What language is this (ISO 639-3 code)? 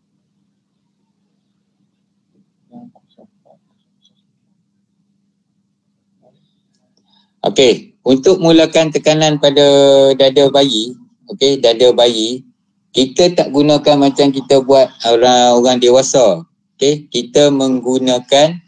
msa